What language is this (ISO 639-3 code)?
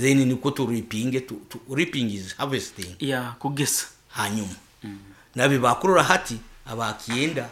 nyo